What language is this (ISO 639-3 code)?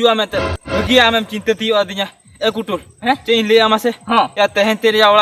sat